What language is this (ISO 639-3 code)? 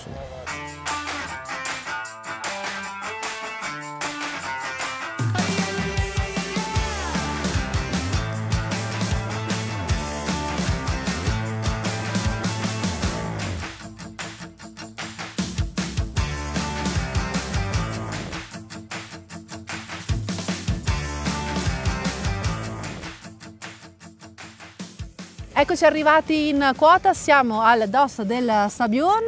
ita